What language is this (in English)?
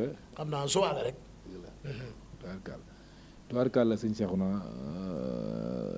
Wolof